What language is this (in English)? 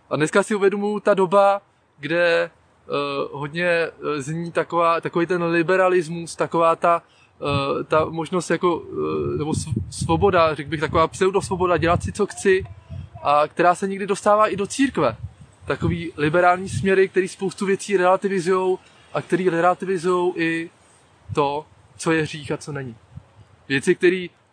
Czech